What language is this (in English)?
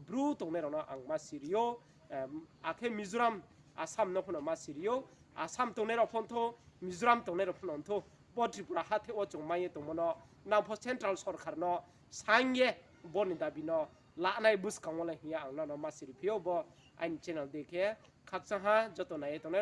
Riang (India)